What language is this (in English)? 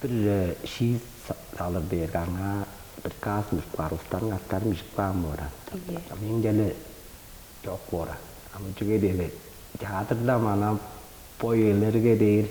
Tuvinian